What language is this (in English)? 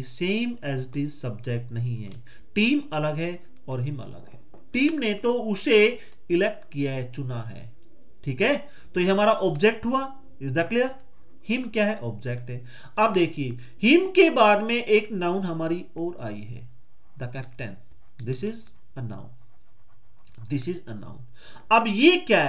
Hindi